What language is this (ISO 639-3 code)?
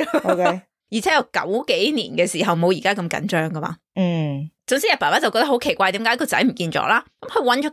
yue